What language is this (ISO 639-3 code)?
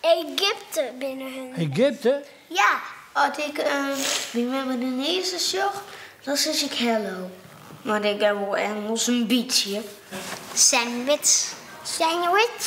fry